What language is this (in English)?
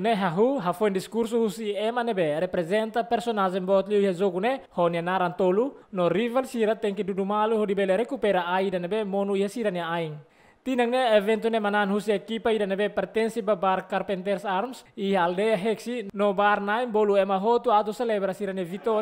Tetum